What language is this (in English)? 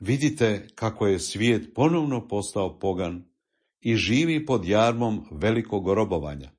Croatian